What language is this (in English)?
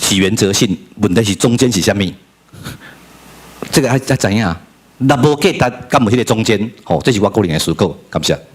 Min Nan Chinese